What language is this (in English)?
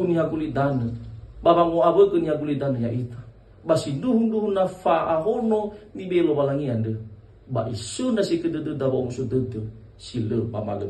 Nias